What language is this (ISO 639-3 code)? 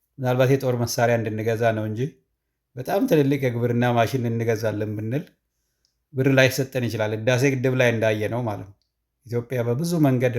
amh